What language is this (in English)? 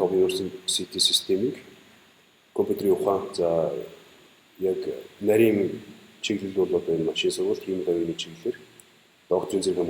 Mongolian